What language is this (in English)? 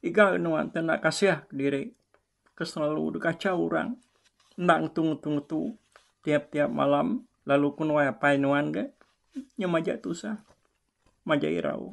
Iban